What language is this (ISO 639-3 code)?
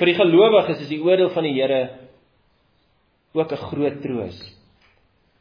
afr